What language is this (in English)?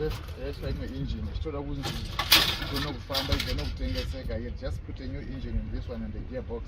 Shona